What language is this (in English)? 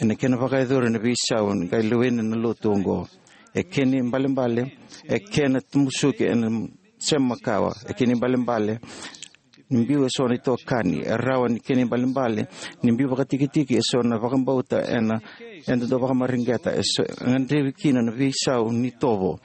Fijian